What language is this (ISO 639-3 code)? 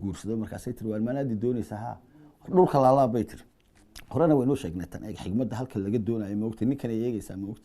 som